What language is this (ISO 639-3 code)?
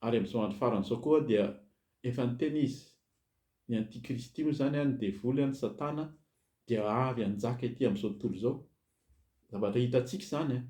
mlg